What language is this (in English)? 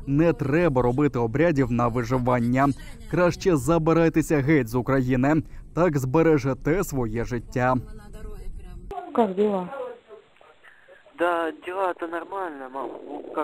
Ukrainian